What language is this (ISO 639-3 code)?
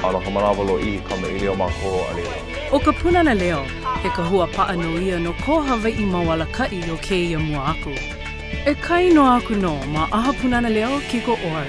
haw